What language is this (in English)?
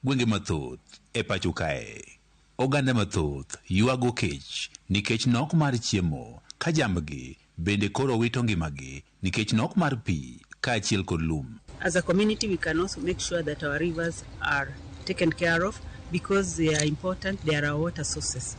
Luo (Kenya and Tanzania)